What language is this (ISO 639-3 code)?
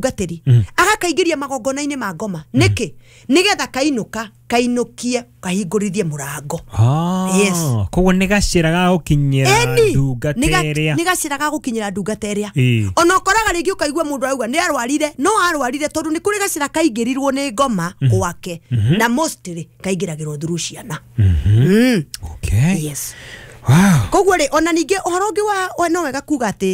kik